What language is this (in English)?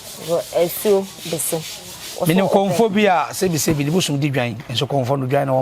Akan